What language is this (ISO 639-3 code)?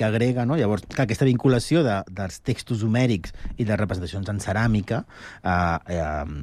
cat